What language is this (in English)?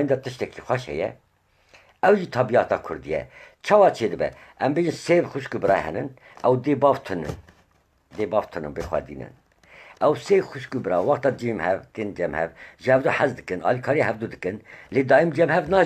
Kurdish